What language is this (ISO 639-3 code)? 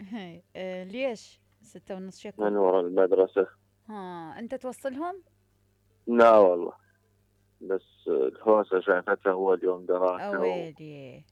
acm